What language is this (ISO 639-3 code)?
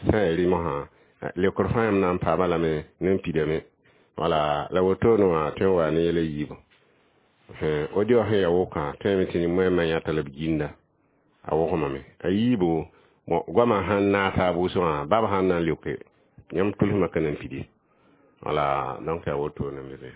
mos